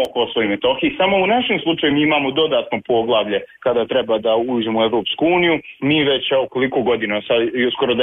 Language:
Serbian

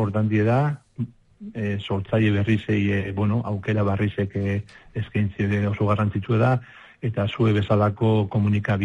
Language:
Basque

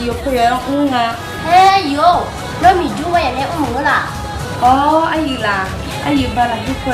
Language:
Akha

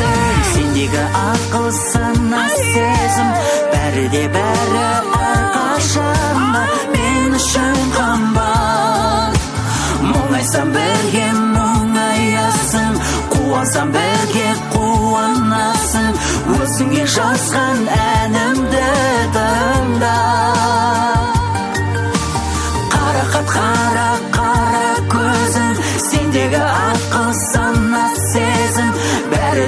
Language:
Kazakh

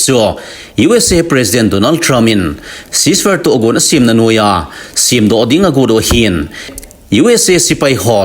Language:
Thado Chin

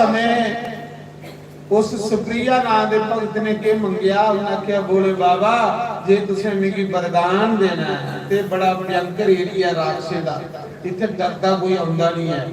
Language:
Dogri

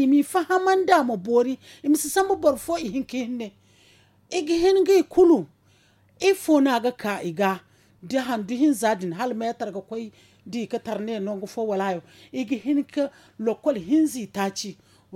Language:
Zarma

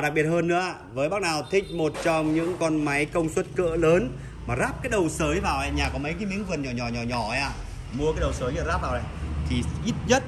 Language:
Vietnamese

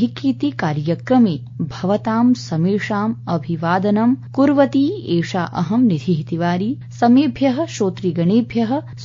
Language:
Sanskrit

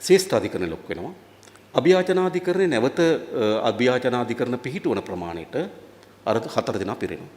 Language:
Sinhala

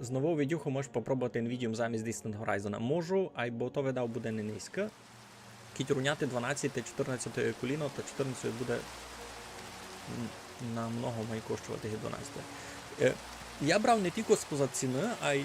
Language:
Rusyn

